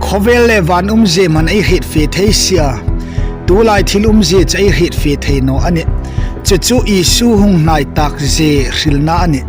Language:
Hmar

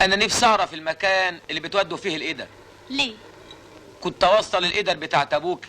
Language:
Egyptian Arabic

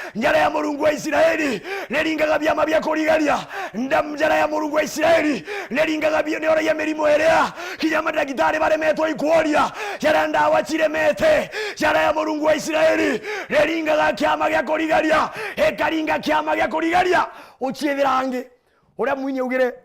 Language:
Meru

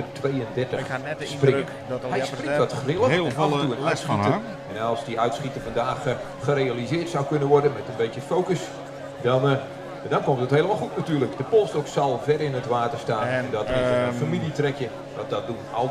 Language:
Western Frisian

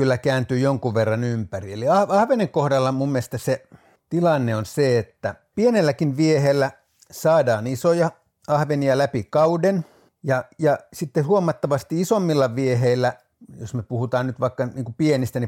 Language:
Finnish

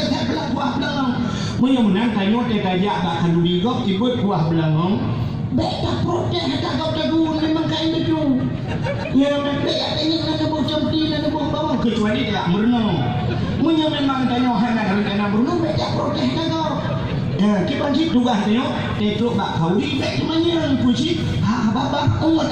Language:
Achinese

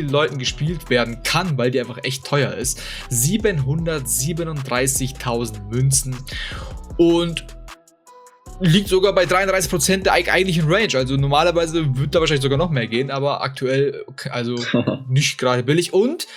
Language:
German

